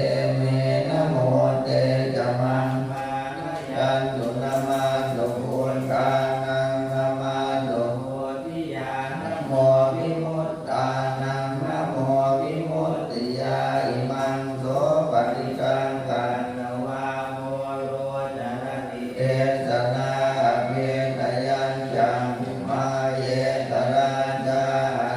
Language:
Pali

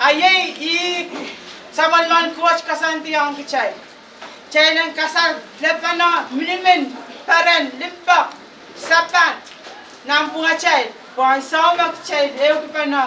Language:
Pohnpeian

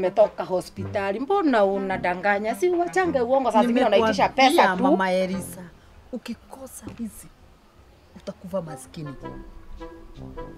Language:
Swahili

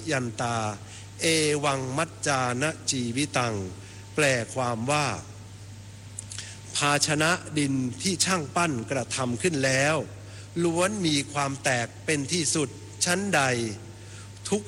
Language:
Thai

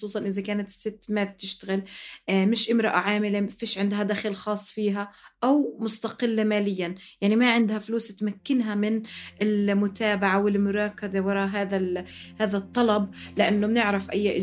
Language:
North Levantine Arabic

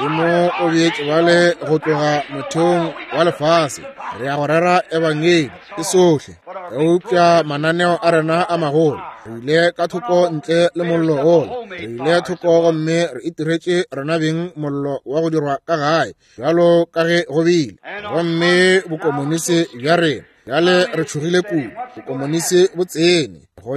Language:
Northern Sotho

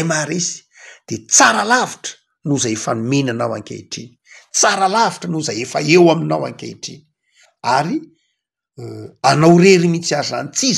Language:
Malagasy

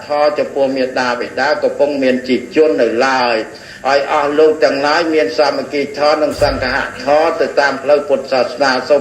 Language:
Khmer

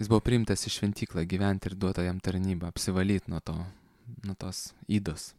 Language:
Lithuanian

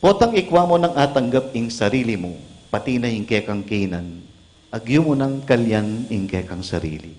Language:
Pampanga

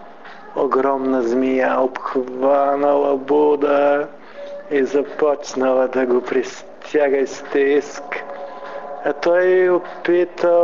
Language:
Bulgarian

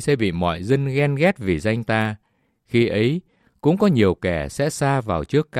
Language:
Vietnamese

